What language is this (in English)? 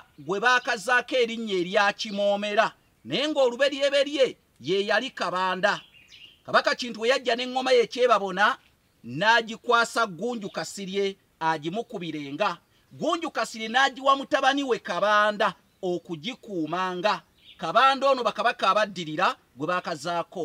Ganda